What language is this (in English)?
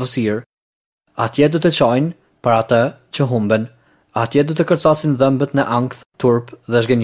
Albanian